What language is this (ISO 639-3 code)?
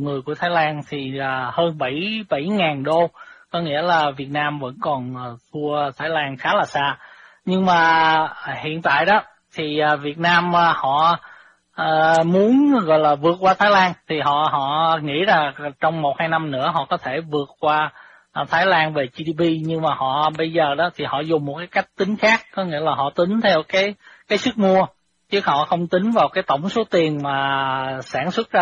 vie